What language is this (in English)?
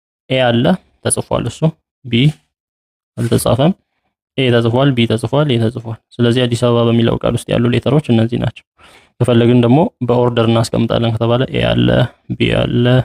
Amharic